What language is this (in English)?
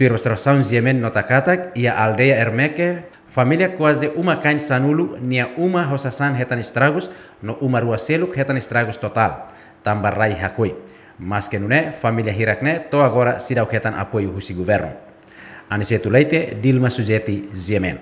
Tetum